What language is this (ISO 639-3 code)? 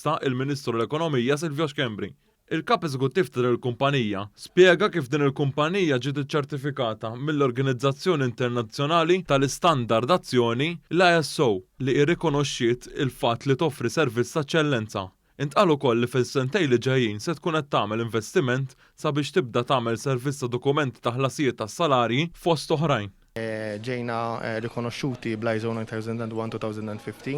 mlt